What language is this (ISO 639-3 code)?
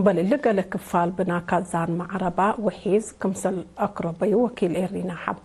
tig